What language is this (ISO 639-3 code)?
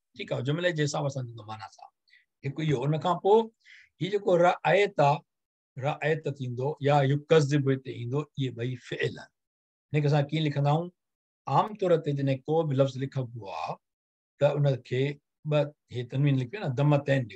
snd